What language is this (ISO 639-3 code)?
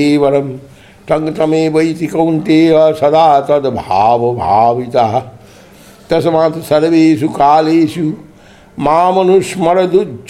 san